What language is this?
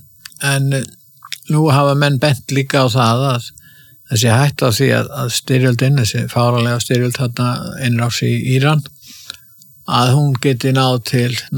Icelandic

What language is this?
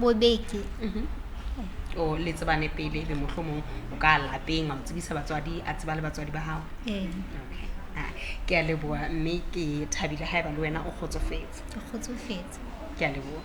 Southern Sotho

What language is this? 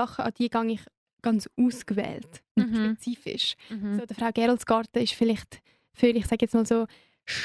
Swiss German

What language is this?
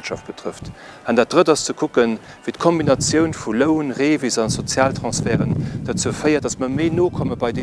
Luxembourgish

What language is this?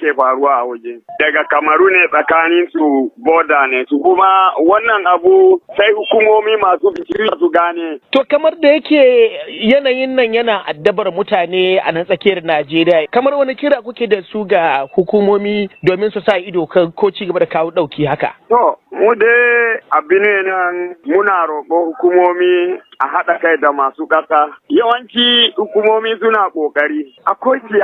Hausa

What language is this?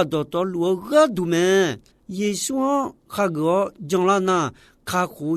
Akha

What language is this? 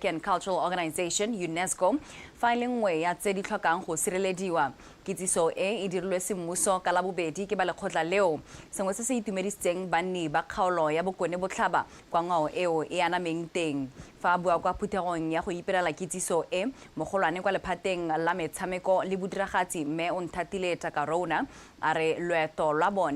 Tswana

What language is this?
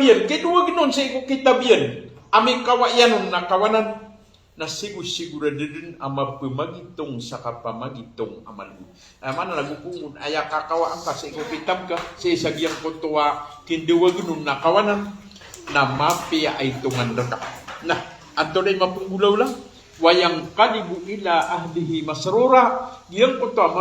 Maranao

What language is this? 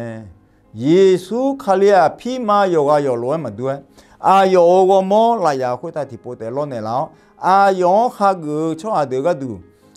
Akha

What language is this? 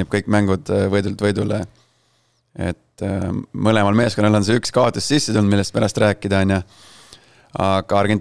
Estonian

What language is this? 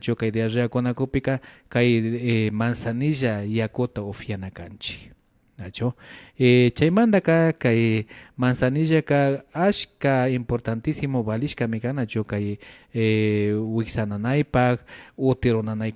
Imbabura Highland Quichua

